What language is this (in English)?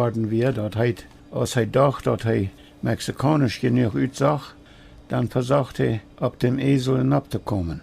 Plautdietsch